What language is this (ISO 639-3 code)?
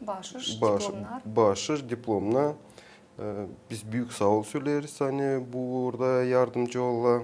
gag